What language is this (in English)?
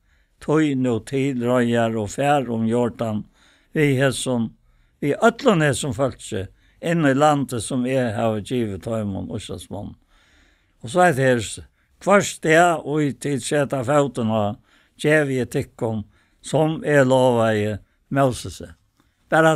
Faroese